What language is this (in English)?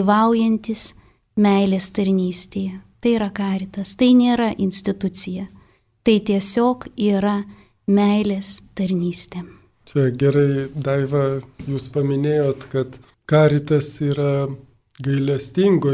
Lithuanian